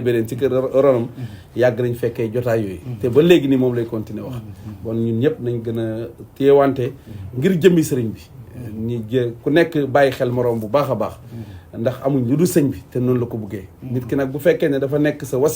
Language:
Wolof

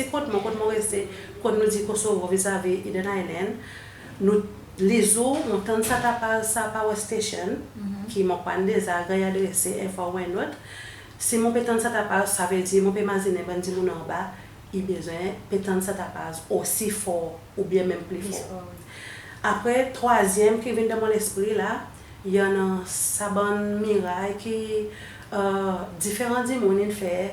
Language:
Seselwa Creole French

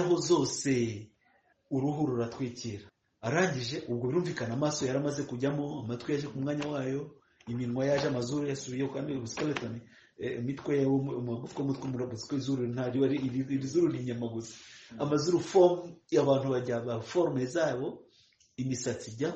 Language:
Kinyarwanda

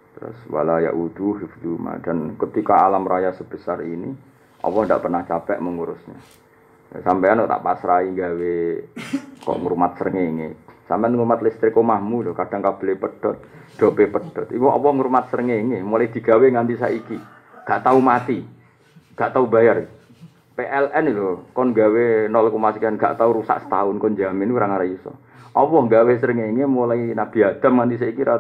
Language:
Javanese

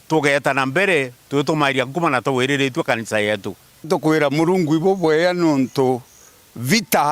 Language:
Meru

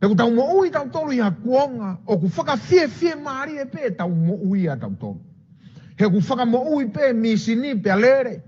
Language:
Tongan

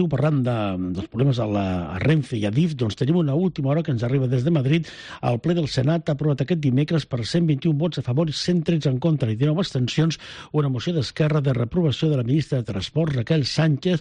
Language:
Catalan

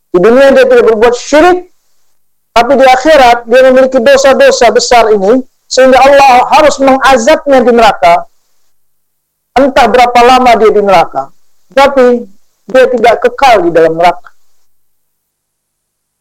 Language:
Indonesian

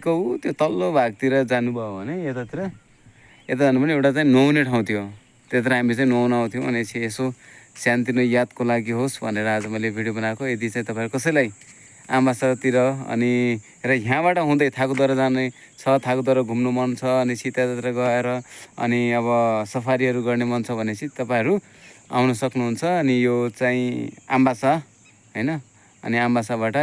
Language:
Nepali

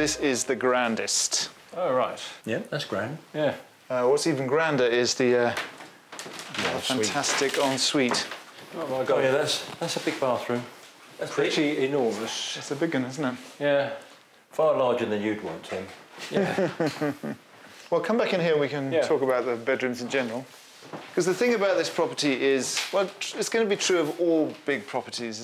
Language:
English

